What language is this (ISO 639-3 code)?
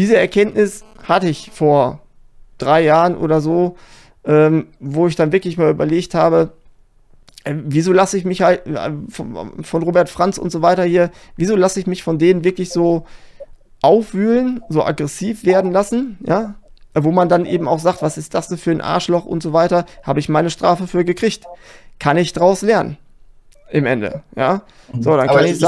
deu